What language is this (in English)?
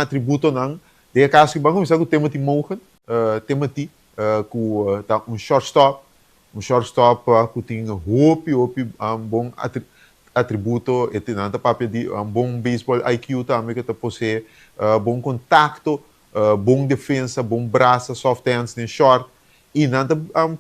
Papiamento